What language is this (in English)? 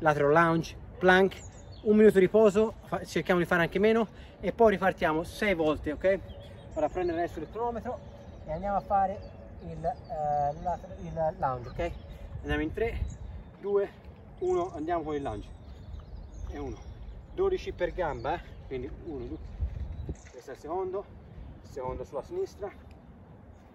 Italian